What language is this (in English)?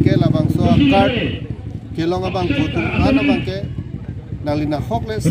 Karbi